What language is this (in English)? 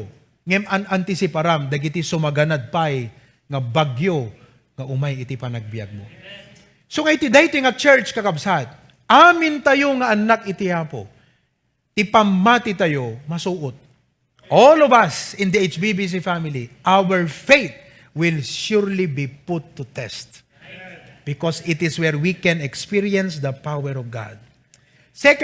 Iloko